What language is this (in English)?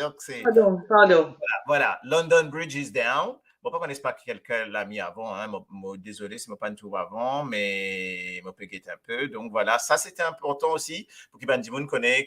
Morisyen